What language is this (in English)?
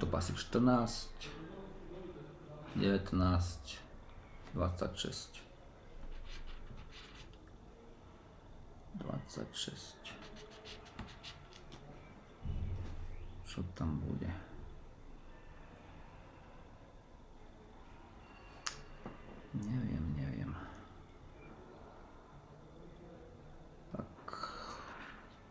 Slovak